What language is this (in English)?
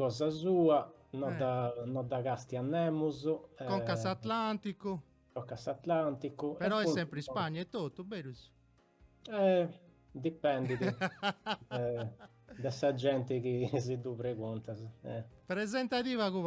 Sardinian